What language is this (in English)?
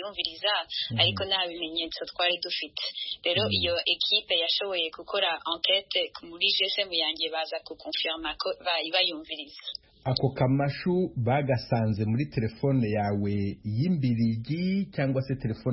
Kinyarwanda